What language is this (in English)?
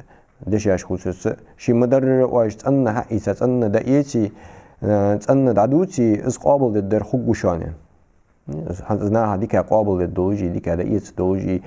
Ingush